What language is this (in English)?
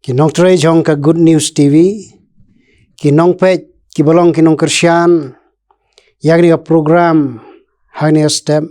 Khasi